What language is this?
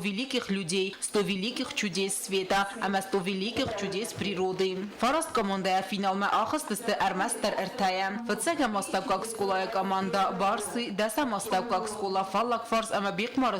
Ossetic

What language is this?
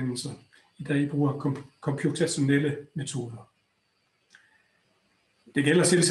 Danish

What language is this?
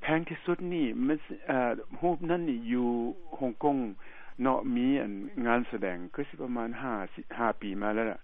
Lao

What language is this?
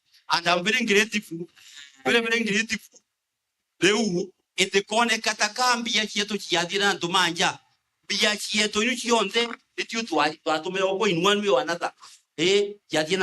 Meru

